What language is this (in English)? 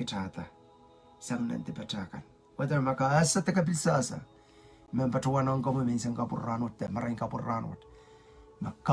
Pohnpeian